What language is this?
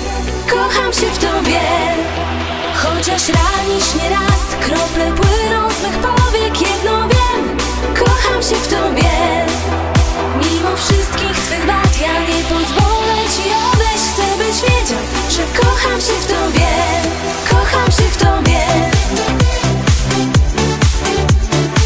Polish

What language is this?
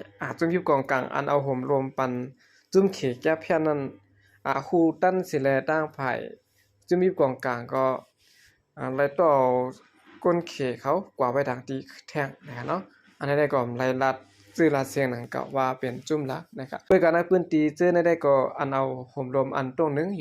Shan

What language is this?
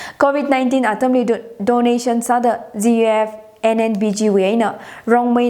Tangkhul Naga (India)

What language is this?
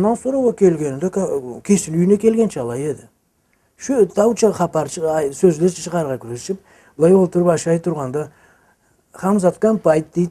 Karachay-Balkar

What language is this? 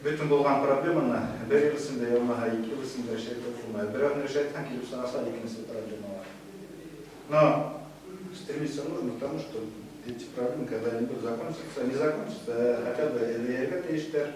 Bashkir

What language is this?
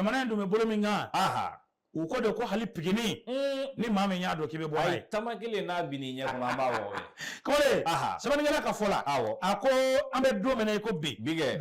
Bambara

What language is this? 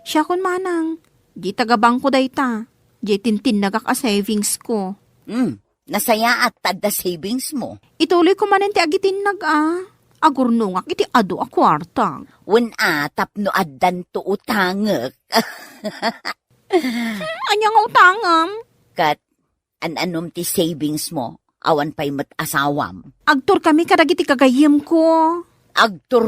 Iloko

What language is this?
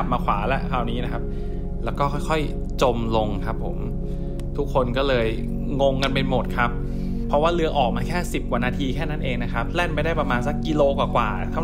Thai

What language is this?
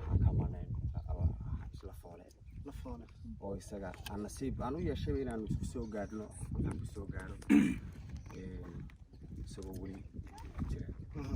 Somali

